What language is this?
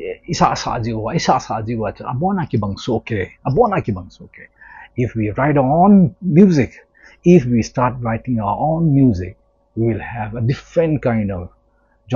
Thado Chin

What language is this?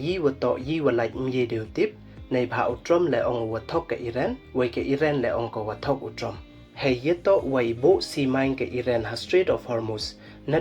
Pnar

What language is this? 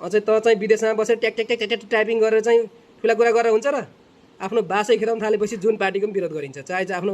Nepali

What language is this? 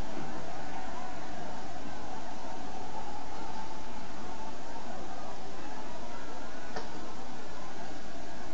Uyghur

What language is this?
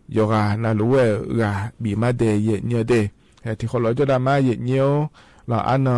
Akha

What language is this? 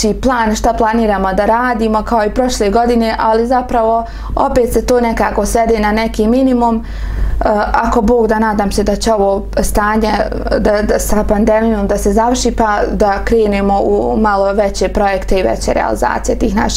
Bosnian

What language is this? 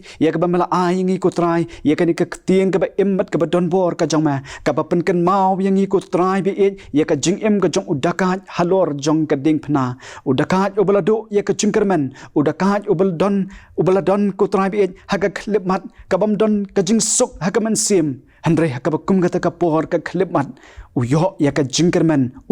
Khasi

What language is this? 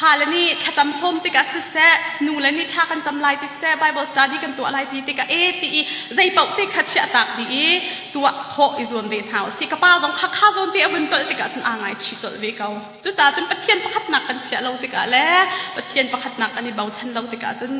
Hakha Chin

